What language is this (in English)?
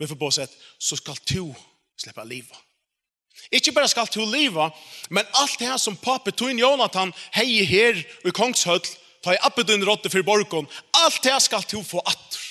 Faroese